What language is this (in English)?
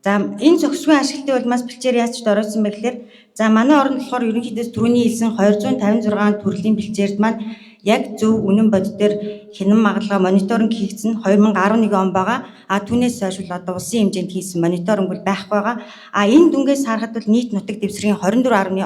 Mongolian